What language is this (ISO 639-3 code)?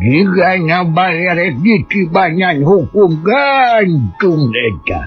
sun